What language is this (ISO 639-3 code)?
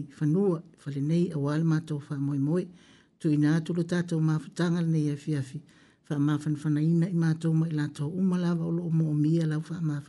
smo